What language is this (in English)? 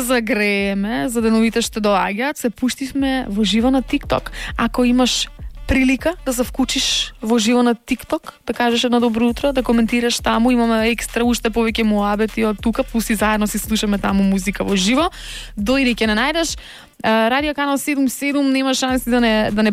Macedonian